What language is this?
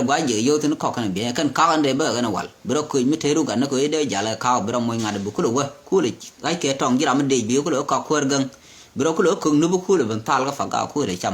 Nuer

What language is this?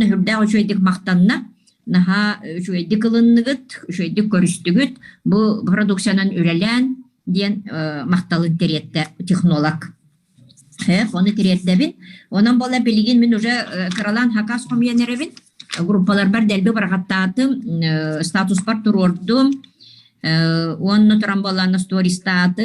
Yakut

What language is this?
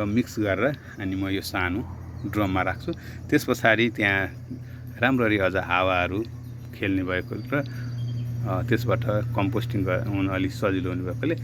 Nepali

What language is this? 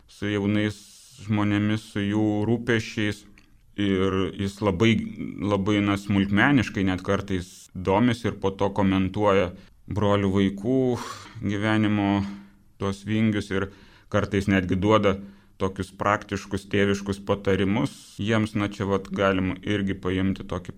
Lithuanian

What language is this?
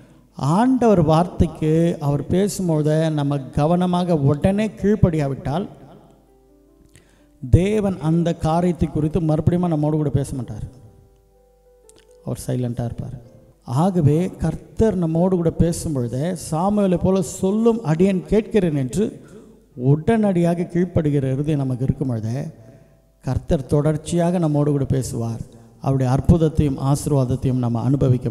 Tamil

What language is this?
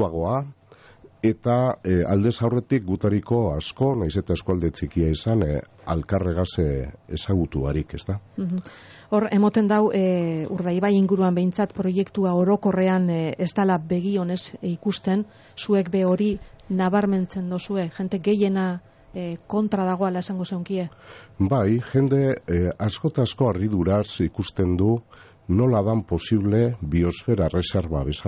Basque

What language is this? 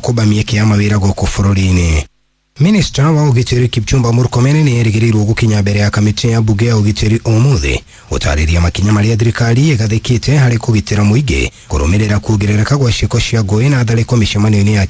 Kikuyu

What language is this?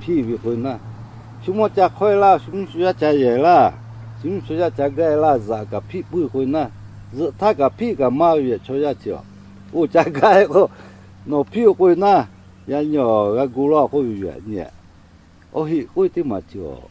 Lahu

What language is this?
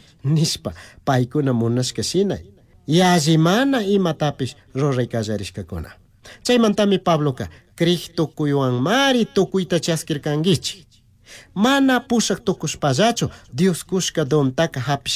Chimborazo Highland Quichua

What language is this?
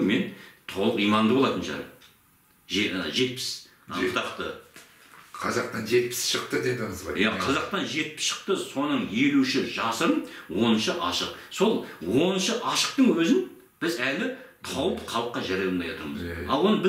Kazakh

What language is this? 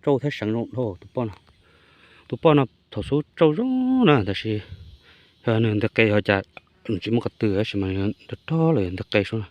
Hmong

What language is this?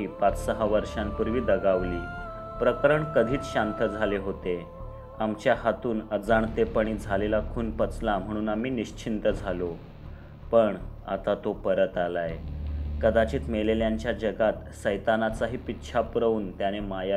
Marathi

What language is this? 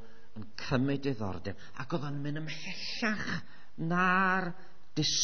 Welsh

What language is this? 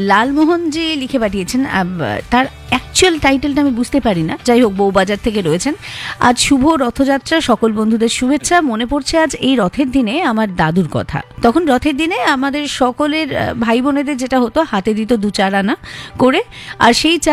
Bangla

